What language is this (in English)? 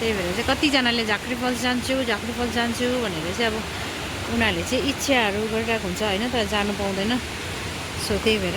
Nepali